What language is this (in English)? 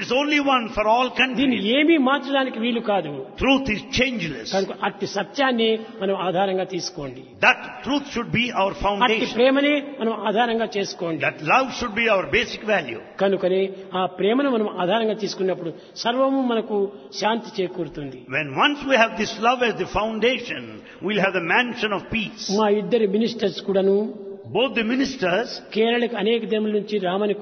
Telugu